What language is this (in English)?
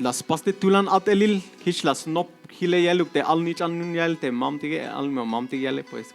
Tzeltal